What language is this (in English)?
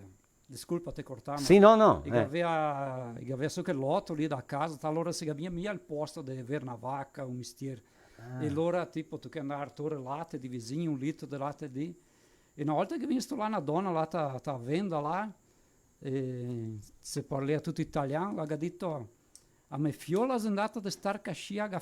Venetian